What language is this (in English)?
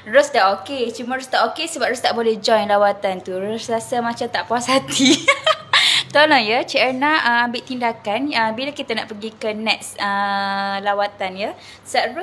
Malay